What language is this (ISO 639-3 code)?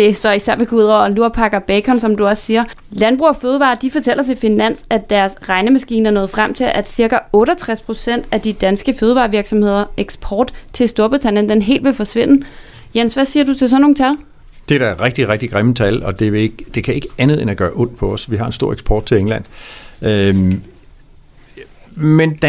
dan